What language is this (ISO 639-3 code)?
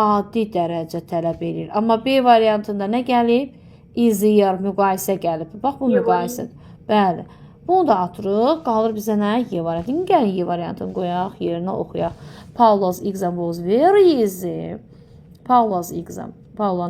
aze